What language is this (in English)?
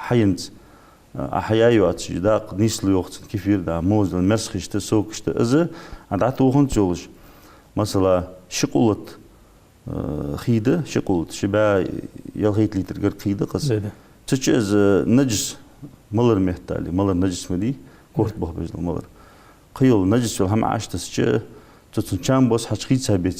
Ingush